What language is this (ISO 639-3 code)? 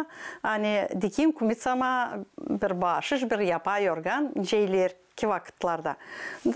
gag